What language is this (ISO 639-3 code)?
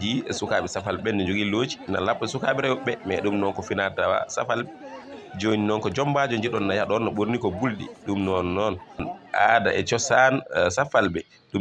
ful